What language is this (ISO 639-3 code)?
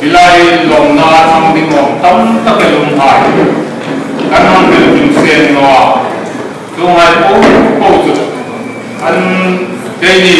hmr